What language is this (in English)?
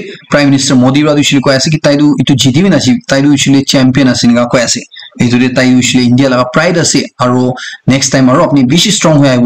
Naga Pidgin